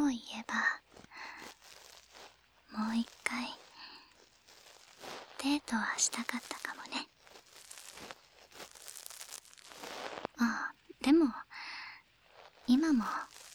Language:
Japanese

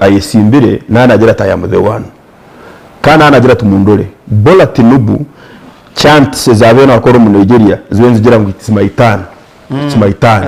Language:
Nyankole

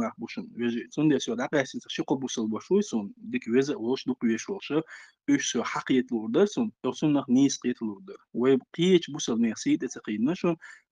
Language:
Chechen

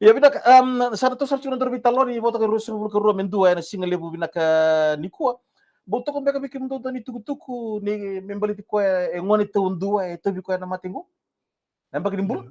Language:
Fijian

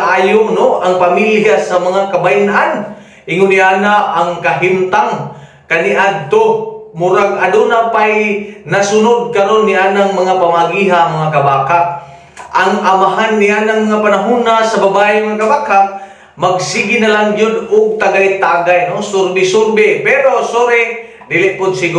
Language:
Cebuano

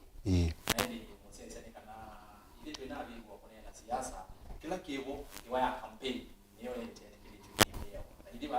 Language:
Kamba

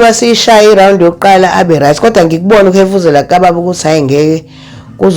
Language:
Zulu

